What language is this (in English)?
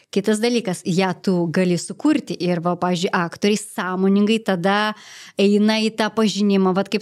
Lithuanian